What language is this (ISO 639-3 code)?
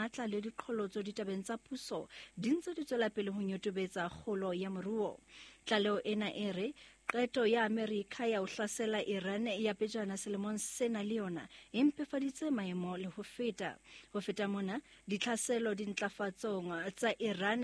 sot